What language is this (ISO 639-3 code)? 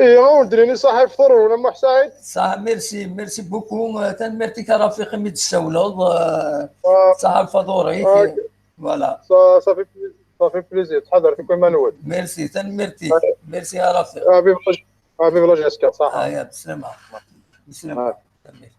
kab